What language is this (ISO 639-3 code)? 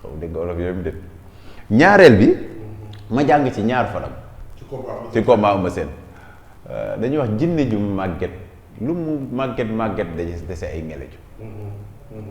wol